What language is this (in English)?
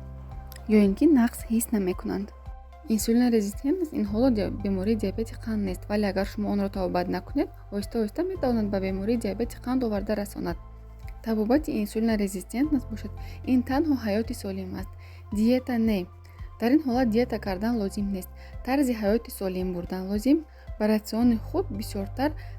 Tajik